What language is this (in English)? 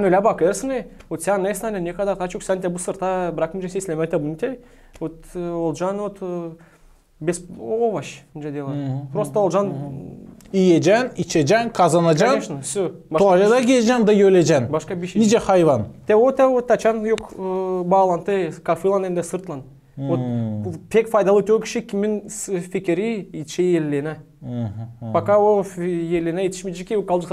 Gagauz